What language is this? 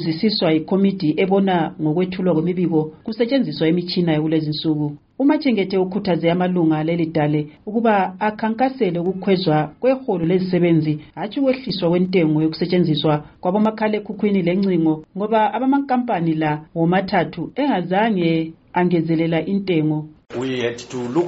North Ndebele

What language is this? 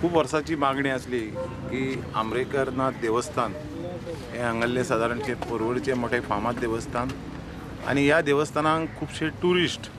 Konkani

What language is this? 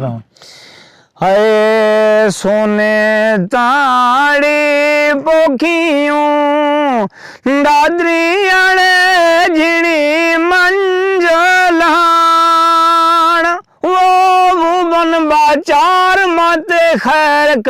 Saraiki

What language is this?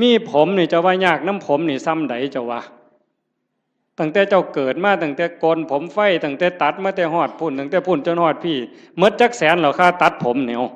Northeastern Thai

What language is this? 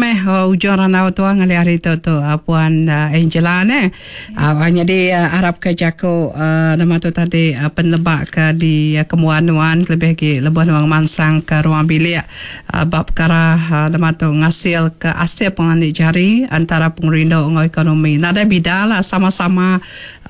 Iban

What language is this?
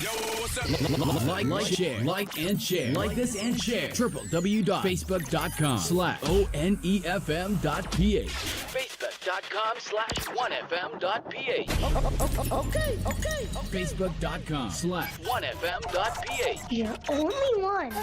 Bikol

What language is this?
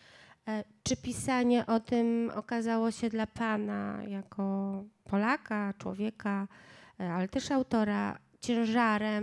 Polish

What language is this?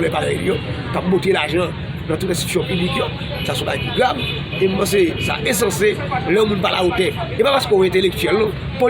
Haitian Creole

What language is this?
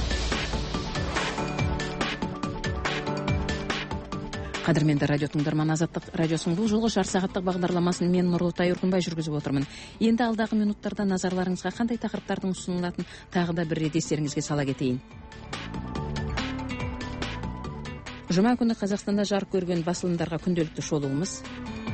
Kazakh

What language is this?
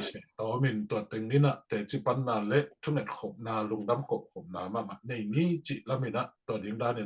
Tedim Chin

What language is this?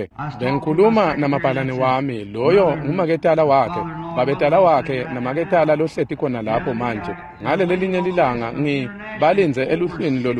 Swati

